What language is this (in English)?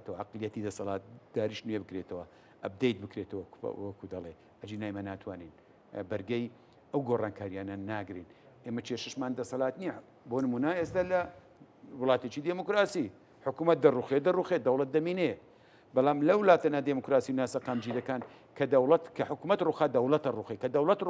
Central Kurdish